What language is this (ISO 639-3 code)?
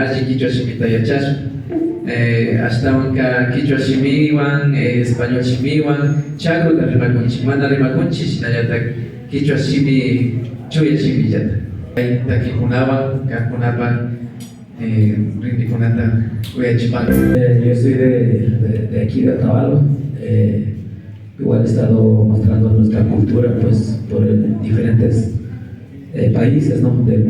qvi